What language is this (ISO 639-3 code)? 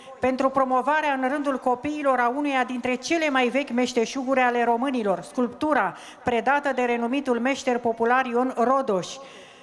ron